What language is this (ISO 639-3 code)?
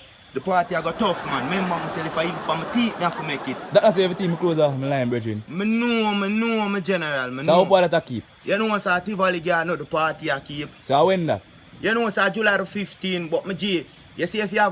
jam